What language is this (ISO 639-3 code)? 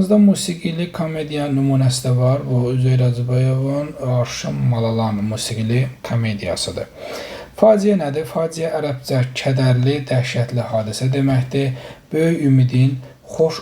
aze